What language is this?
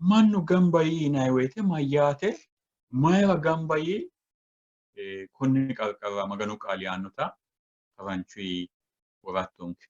Sidamo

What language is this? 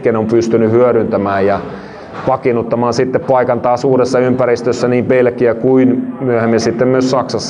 Finnish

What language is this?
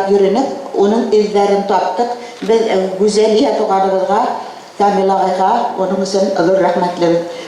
Bashkir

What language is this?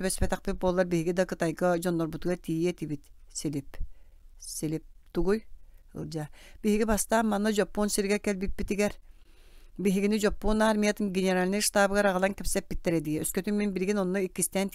Yakut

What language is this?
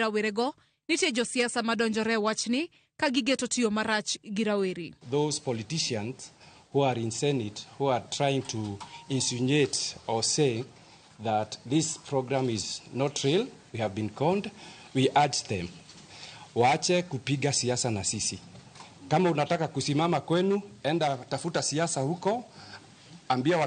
Luo (Kenya and Tanzania)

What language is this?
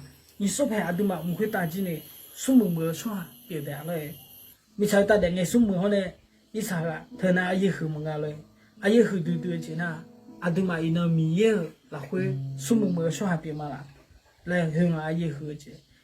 Akha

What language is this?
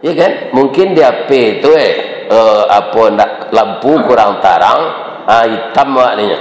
Minangkabau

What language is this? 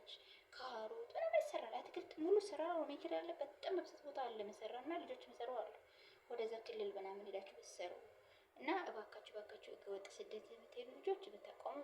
Amharic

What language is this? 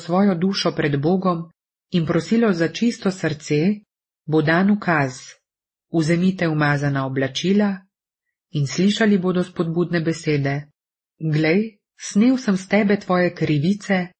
Slovenian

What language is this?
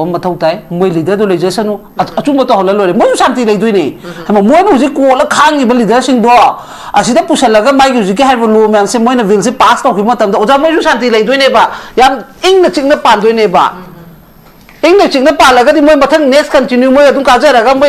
Manipuri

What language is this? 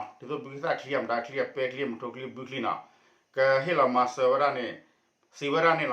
S'gaw Karen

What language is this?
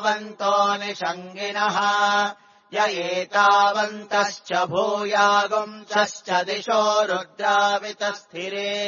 Sanskrit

